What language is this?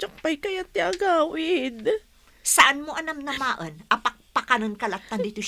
Iloko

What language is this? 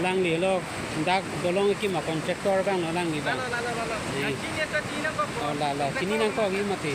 Karbi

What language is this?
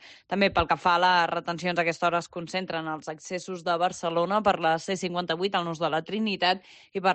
Catalan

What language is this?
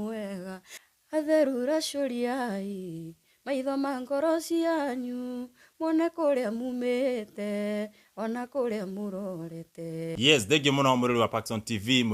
Kikuyu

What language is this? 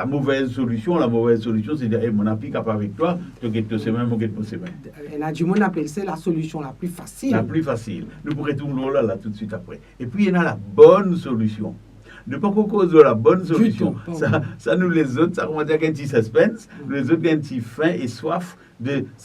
Morisyen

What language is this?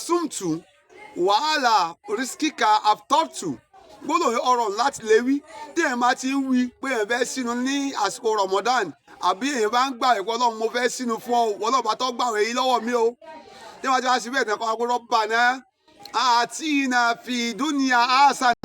Yoruba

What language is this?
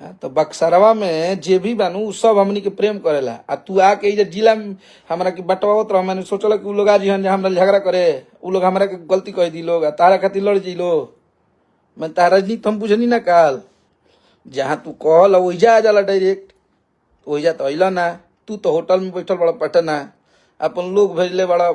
Bhojpuri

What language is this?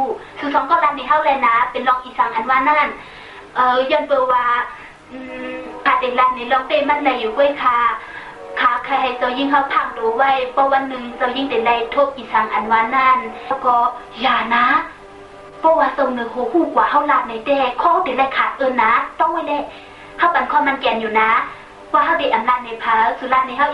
Shan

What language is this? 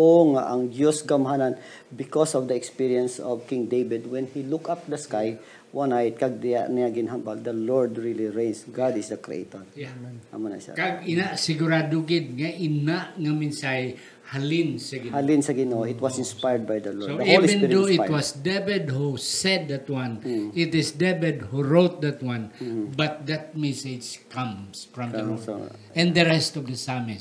Hiligaynon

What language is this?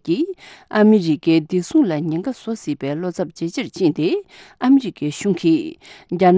Tibetan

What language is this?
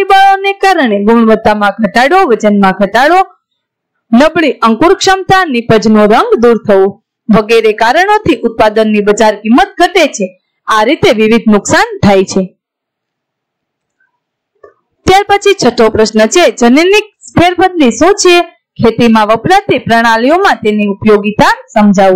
Gujarati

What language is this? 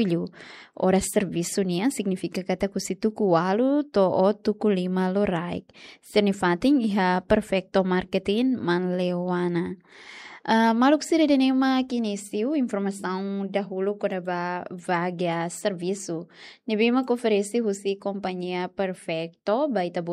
Tetum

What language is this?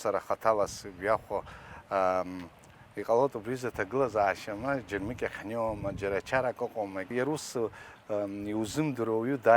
Abkhazian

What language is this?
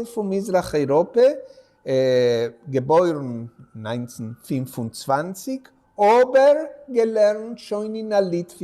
Yiddish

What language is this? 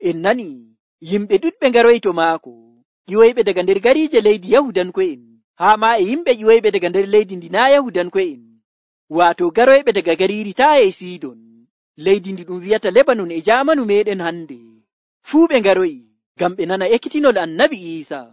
Nigerian Fulfulde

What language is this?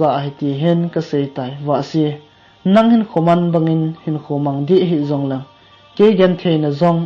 Thado Chin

